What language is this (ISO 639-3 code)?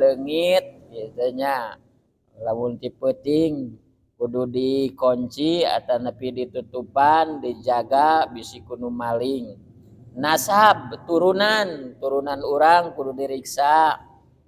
sun